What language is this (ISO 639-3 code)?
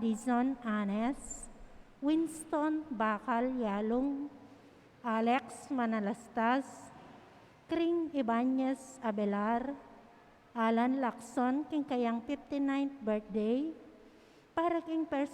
pam